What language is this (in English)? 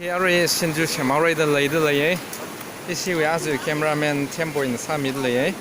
Tangkhul Naga (India)